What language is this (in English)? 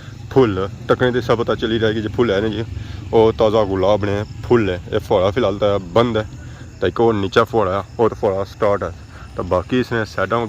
Pahari-Potwari